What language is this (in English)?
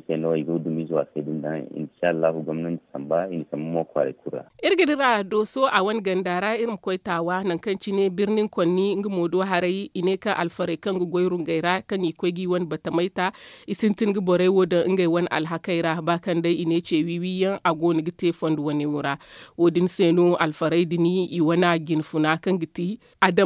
Zarma